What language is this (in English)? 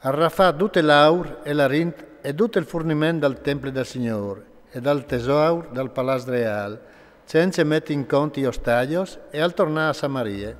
Friulian